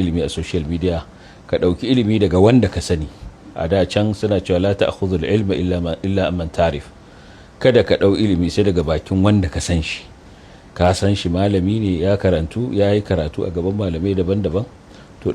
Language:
Hausa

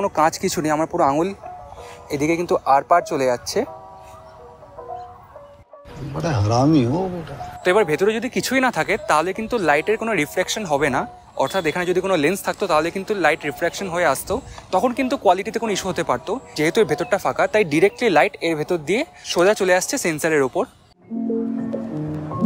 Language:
Bangla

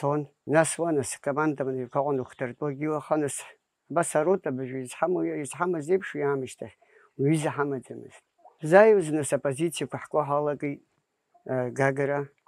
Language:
Abkhazian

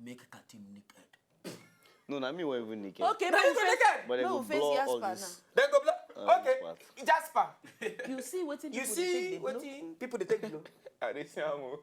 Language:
Nigerian Pidgin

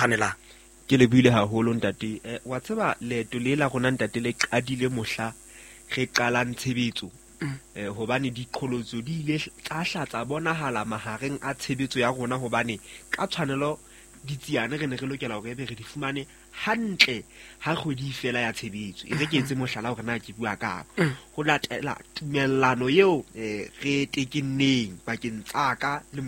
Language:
Southern Sotho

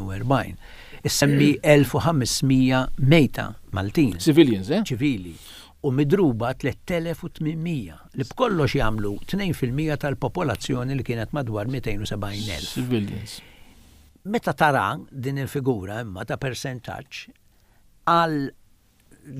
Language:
Maltese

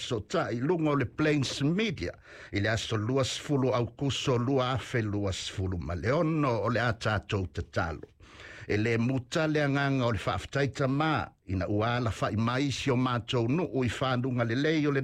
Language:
Samoan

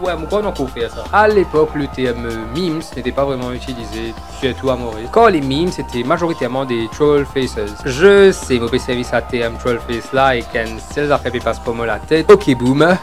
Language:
Morisyen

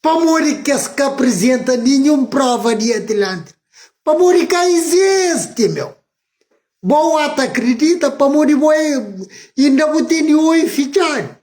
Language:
Kabuverdianu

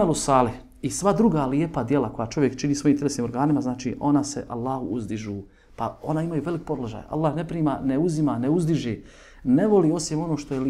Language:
Bosnian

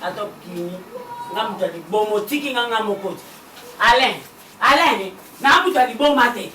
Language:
Lingala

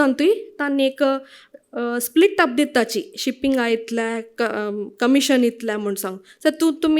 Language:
Konkani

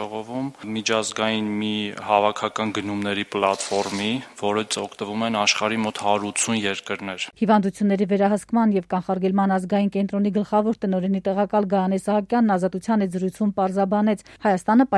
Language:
Armenian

